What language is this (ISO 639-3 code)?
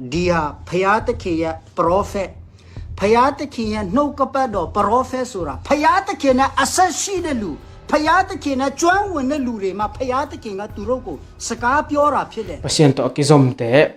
ctd